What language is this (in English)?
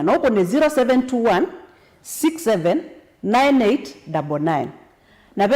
Kamba